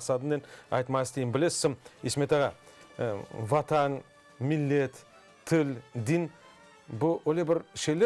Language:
Crimean Tatar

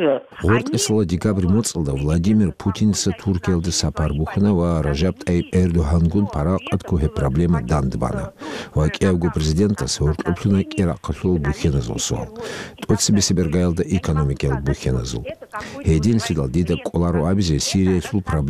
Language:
Avaric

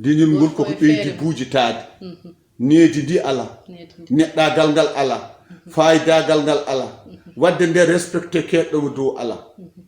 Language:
Fula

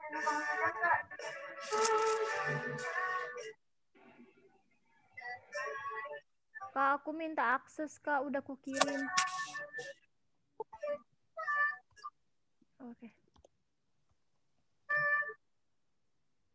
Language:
Indonesian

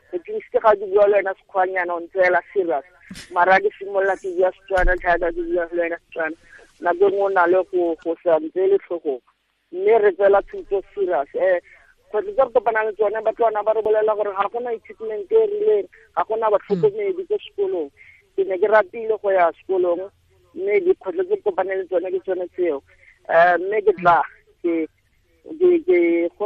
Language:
Tswana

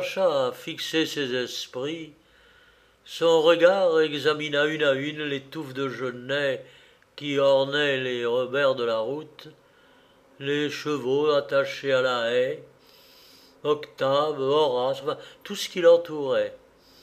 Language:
French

